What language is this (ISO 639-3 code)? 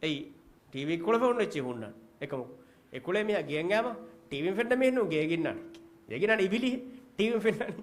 div